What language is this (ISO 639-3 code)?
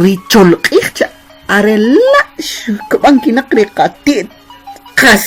quc